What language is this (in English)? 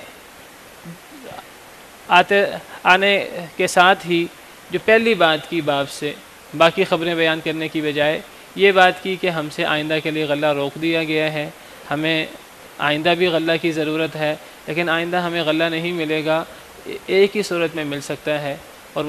Urdu